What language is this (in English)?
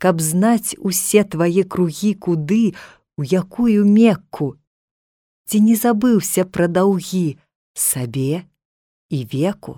Belarusian